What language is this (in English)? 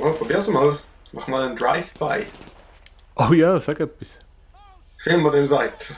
Swiss German